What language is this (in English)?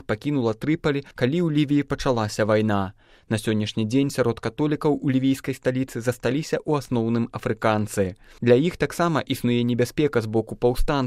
Belarusian